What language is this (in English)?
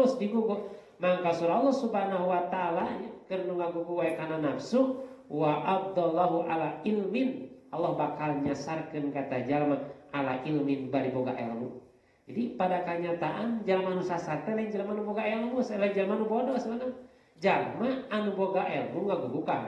Sundanese